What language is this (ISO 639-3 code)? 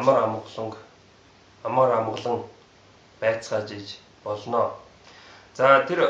mon